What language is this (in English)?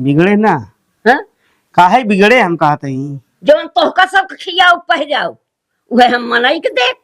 Awadhi